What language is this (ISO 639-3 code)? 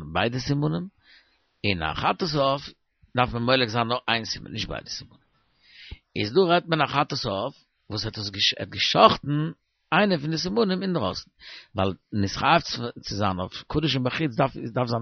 yid